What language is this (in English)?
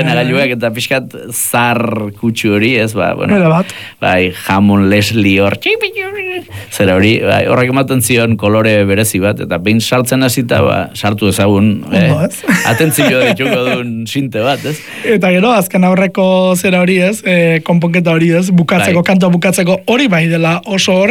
Basque